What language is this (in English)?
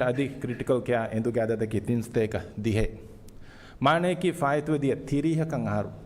Divehi